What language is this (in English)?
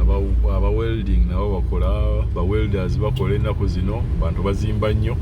Ganda